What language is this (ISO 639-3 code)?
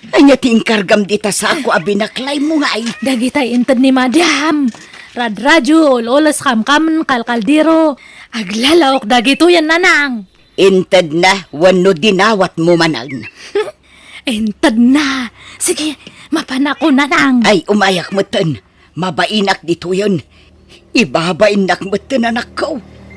ilo